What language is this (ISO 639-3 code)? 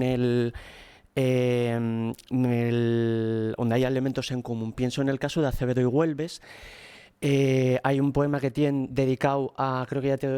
ast